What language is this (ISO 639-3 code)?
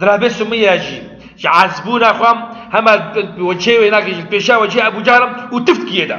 kur